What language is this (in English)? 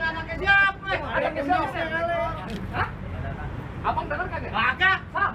Betawi